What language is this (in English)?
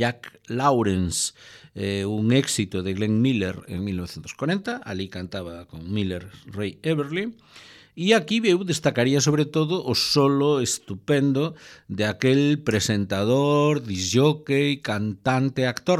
Galician